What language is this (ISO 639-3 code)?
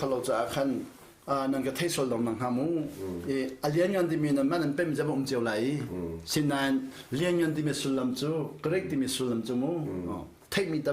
cnh